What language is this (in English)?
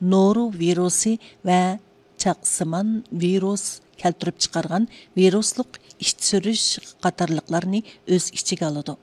Uyghur